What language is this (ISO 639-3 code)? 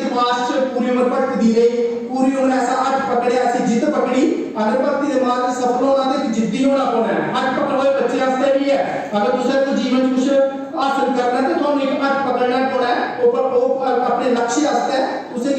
doi